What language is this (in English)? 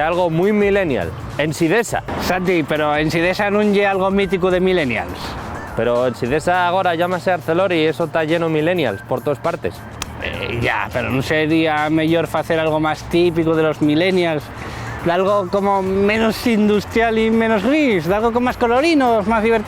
Asturian